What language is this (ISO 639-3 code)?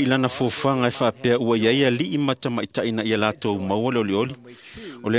smo